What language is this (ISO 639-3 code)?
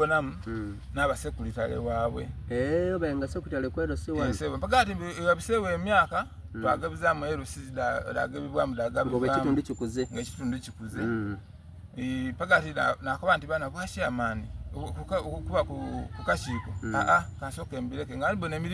xog